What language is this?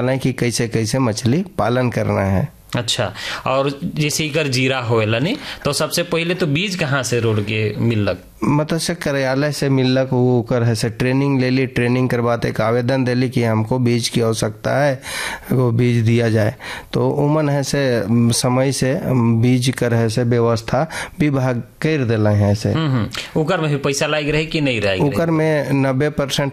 Sadri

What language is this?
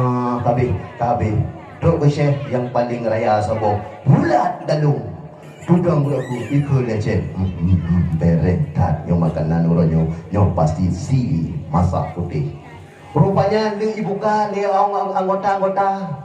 Achinese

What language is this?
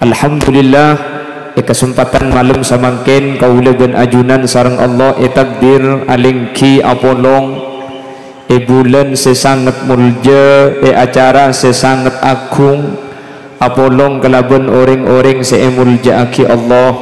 Madurese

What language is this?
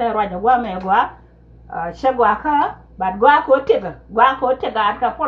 Nuer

